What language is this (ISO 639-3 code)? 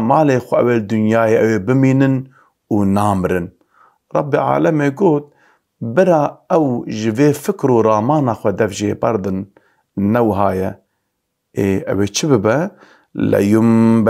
kur